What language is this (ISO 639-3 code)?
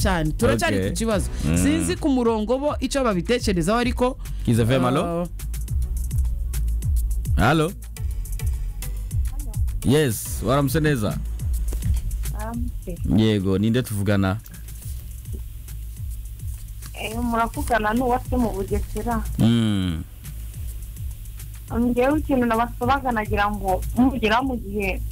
kin